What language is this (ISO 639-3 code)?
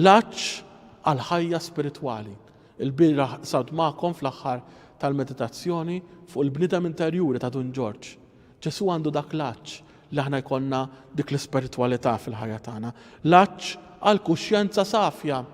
mlt